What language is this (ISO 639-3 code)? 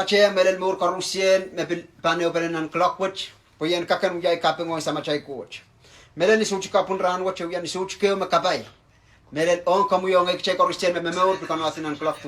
pon